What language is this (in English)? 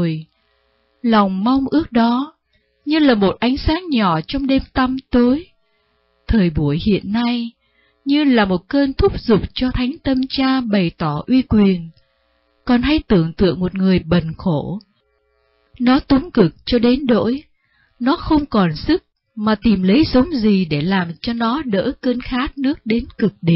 Vietnamese